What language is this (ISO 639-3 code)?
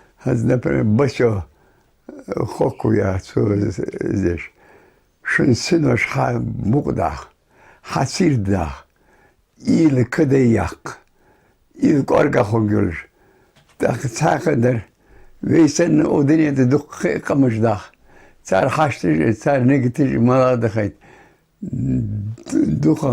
inh